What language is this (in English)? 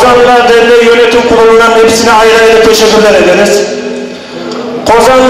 Turkish